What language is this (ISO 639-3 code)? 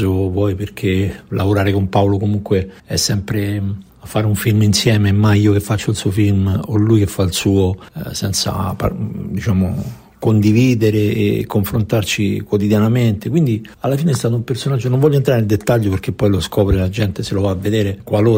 ita